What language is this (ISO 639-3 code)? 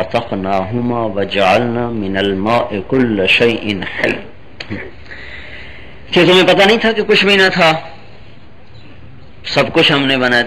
urd